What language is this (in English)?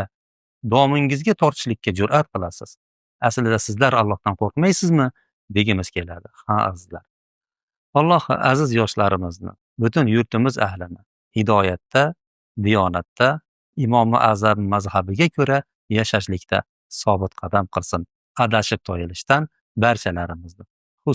Uzbek